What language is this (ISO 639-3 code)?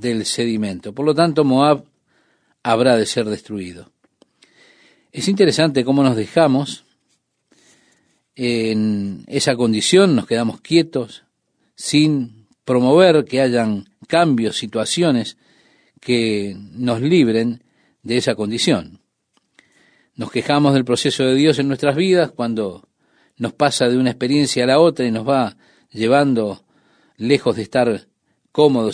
spa